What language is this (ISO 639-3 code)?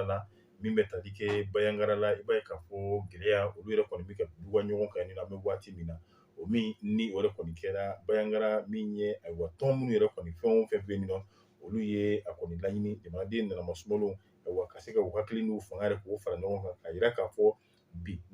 bam